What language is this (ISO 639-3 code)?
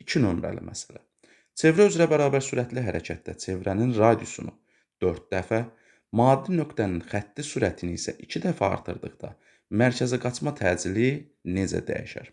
aze